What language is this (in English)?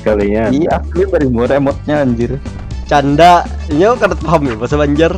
Banjar